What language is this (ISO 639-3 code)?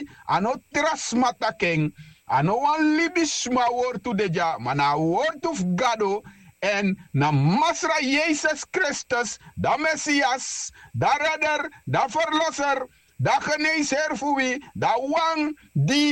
srn